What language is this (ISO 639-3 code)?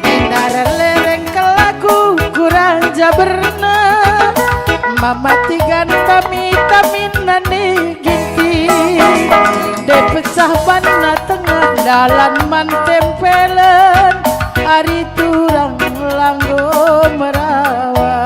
btx